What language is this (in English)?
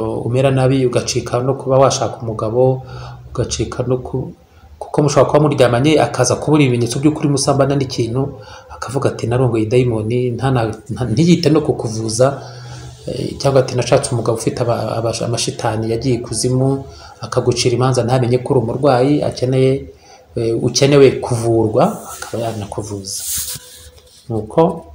Kinyarwanda